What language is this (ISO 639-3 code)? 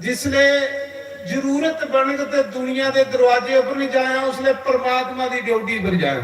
doi